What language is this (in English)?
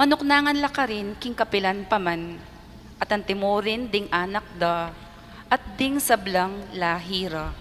Pampanga